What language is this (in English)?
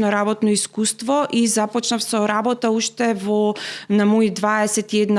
Macedonian